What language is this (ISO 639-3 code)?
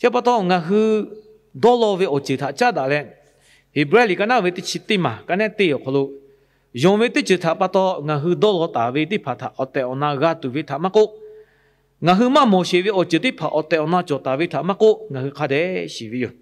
lhu